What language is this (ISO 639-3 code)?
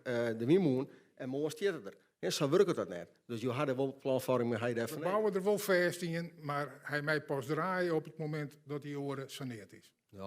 fry